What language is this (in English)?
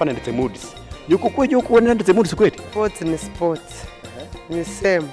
Luyia